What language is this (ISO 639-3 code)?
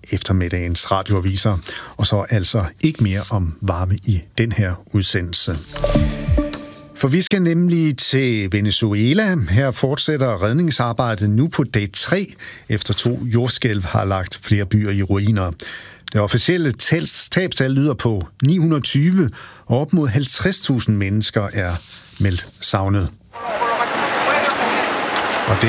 dan